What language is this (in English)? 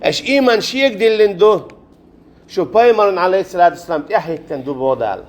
Chechen